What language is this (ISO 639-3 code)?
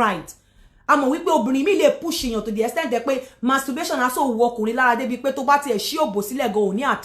yor